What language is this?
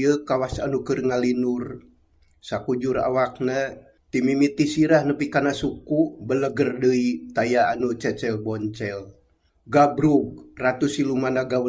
Sundanese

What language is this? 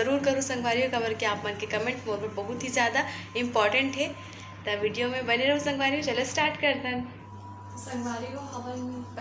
Chhattisgarhi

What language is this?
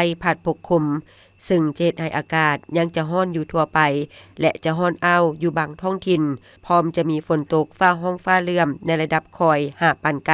Lao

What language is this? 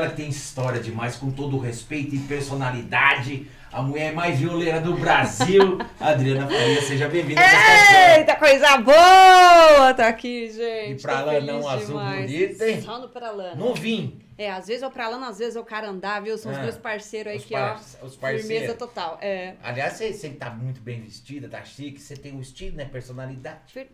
Portuguese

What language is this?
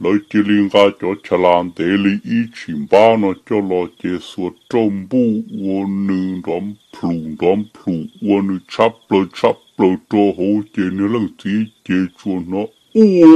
Hmong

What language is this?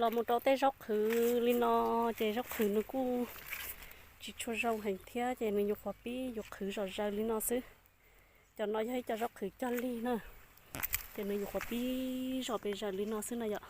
Hmong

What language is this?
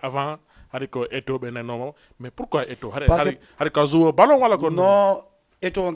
Fula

